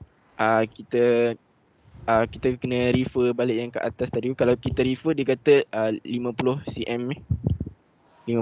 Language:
Malay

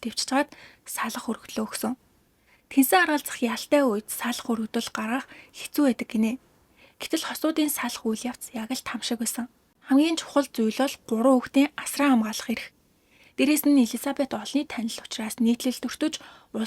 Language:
Mongolian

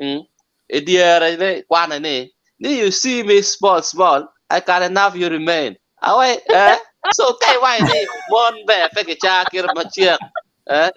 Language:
Acoli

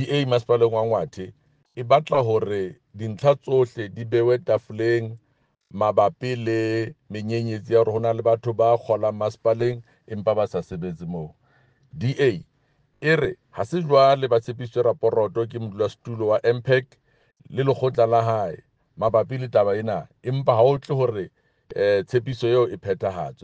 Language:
Southern Sotho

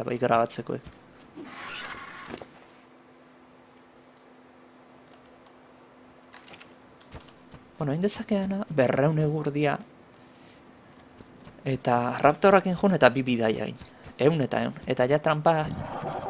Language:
Basque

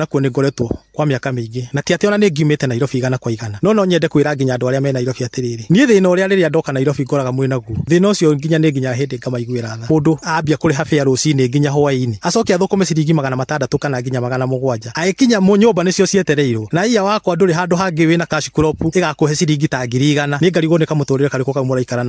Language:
Kikuyu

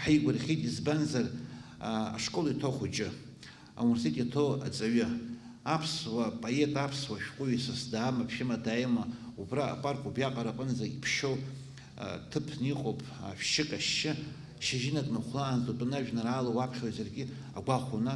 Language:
Abkhazian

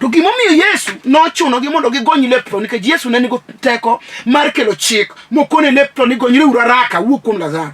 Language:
Luo (Kenya and Tanzania)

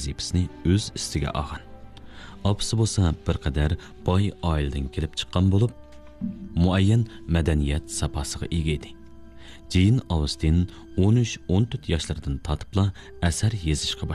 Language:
Uyghur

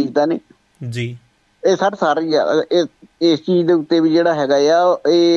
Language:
Punjabi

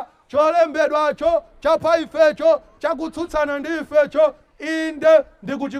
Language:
Nyanja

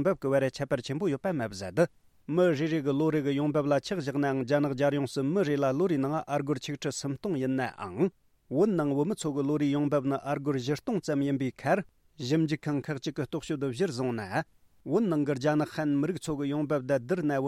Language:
Tibetan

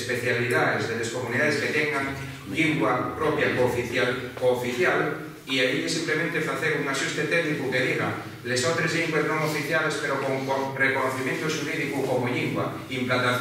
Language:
Asturian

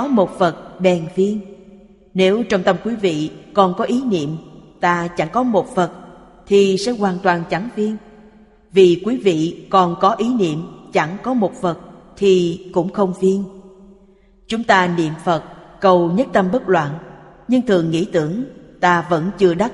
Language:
Vietnamese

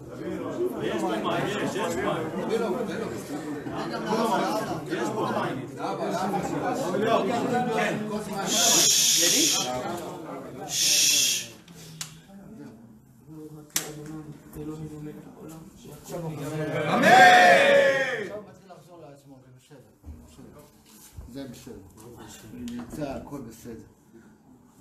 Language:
Hebrew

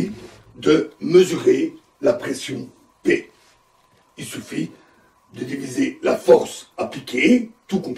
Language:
French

